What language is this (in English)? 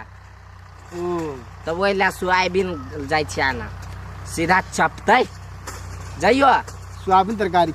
Maithili